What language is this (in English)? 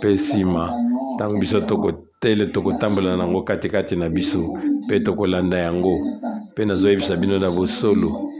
Lingala